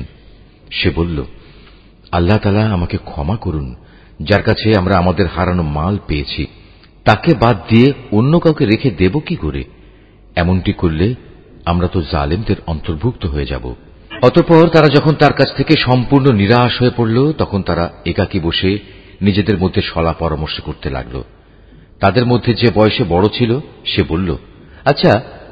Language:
Bangla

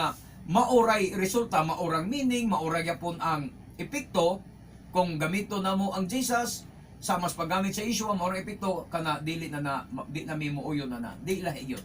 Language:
Cebuano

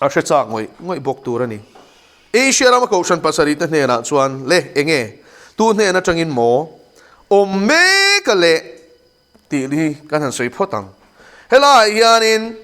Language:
Mizo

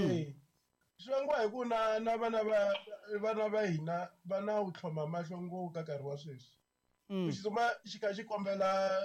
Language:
Tsonga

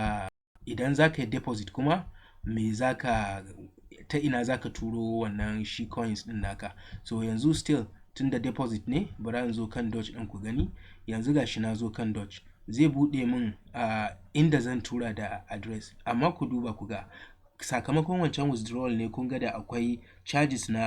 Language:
Hausa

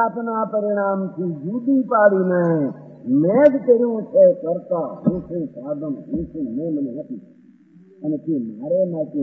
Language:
Gujarati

